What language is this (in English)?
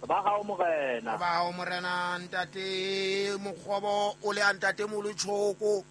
Southern Sotho